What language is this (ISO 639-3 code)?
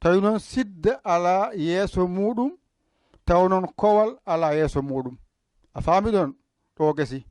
ful